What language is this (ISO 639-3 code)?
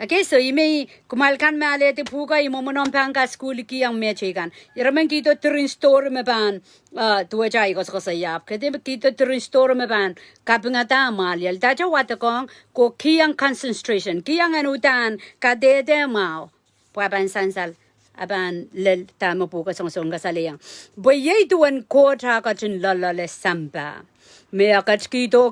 pon